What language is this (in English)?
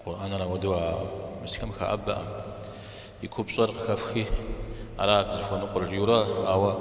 Kabardian